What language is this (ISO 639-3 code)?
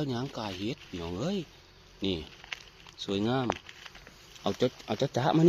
tts